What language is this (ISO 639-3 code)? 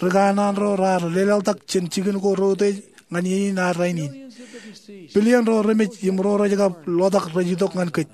mah